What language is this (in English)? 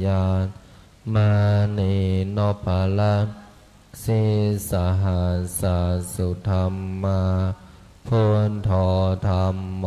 Pali